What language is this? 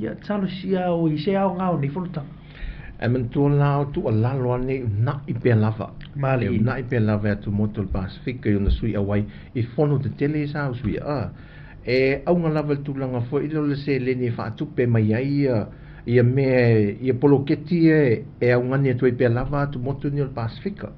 Samoan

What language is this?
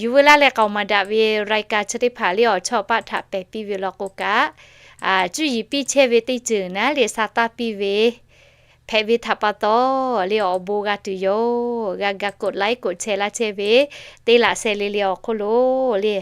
Lahu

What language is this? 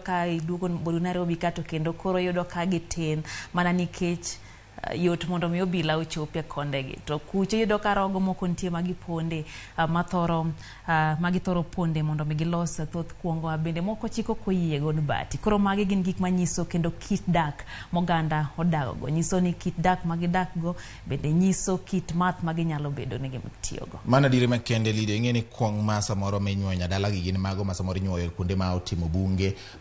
Luo (Kenya and Tanzania)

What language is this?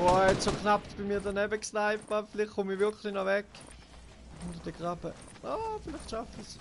Swiss German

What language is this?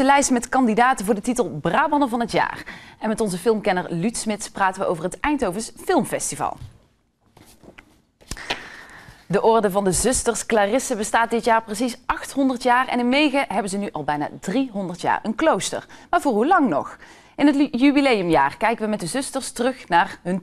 Dutch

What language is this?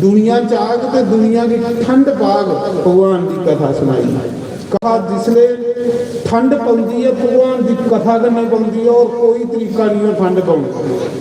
Dogri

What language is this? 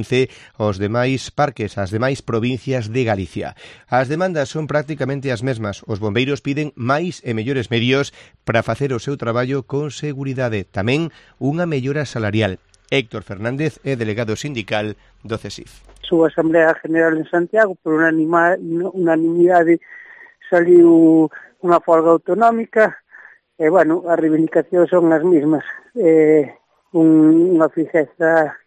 Galician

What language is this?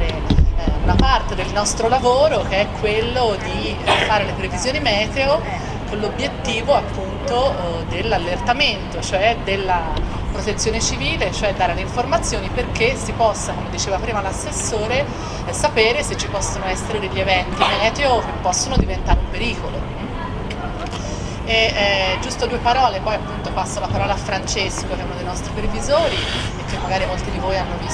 Italian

